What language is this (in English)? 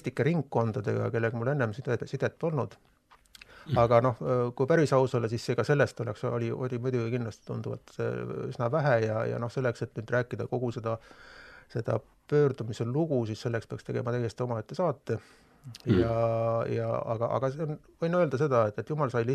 Estonian